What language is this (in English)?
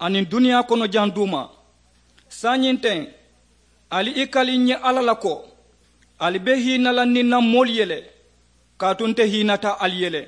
Mandingo